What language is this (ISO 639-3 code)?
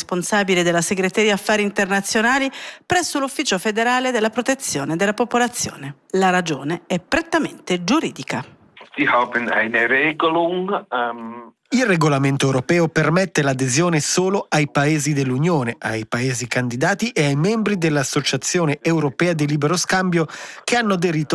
ita